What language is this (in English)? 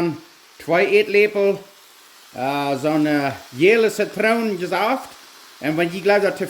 Plautdietsch